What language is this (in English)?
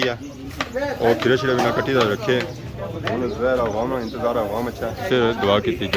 Pahari-Potwari